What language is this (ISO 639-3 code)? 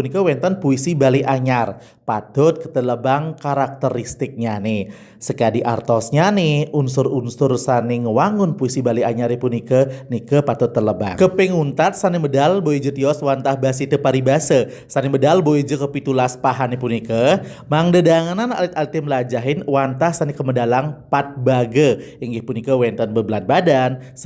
ban